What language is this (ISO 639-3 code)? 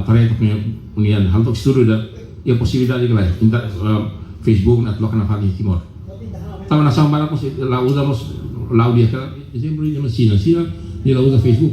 tet